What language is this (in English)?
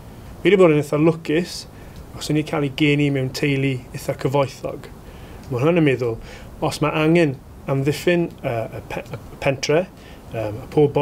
Welsh